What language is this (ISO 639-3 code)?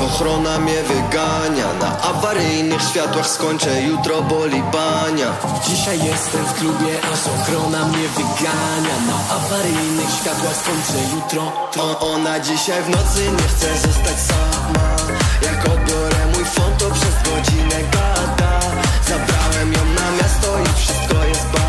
pol